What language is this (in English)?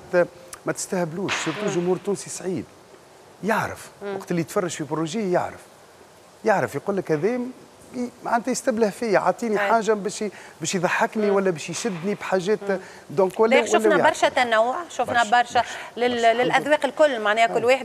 Tunisian Arabic